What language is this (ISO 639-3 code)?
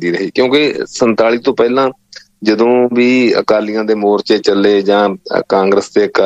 pan